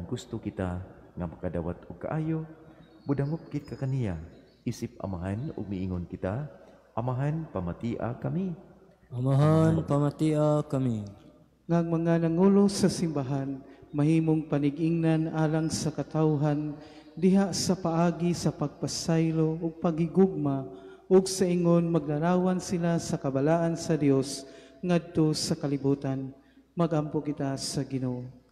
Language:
Cebuano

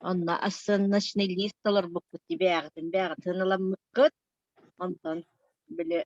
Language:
Yakut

